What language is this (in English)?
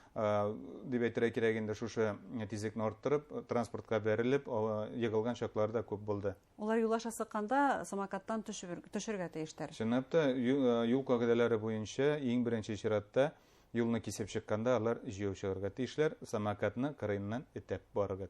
Bashkir